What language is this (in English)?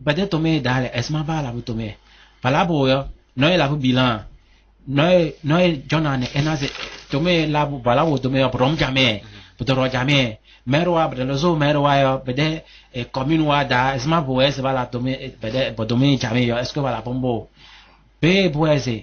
Kabiyè